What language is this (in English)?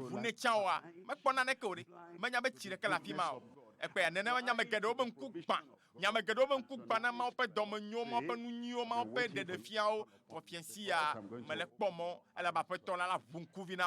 Ewe